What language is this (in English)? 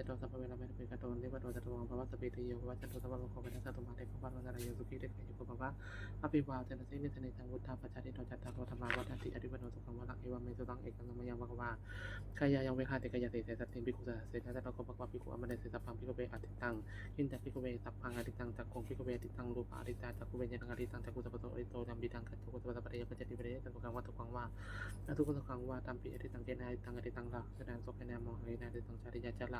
Pali